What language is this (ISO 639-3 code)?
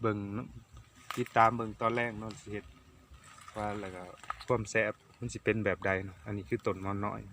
lao